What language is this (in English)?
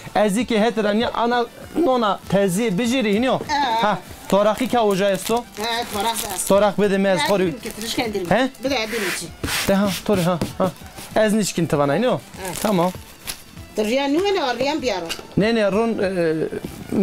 Zaza